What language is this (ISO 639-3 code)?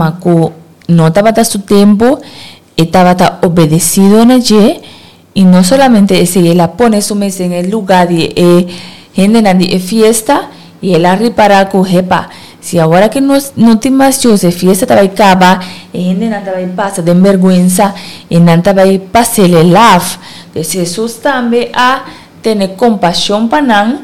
pap